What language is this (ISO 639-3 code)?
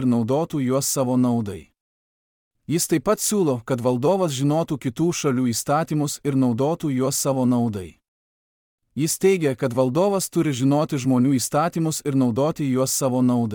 lit